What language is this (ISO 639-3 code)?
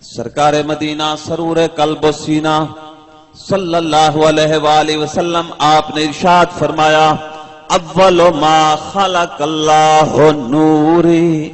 skr